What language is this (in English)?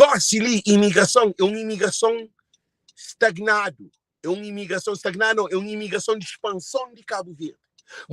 Kabuverdianu